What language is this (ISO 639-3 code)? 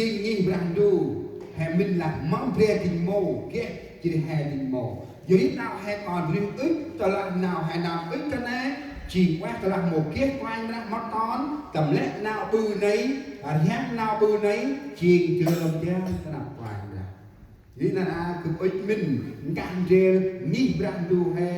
cmo